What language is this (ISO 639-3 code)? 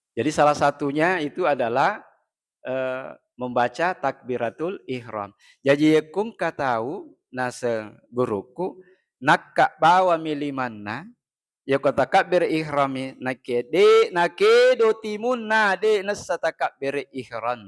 bug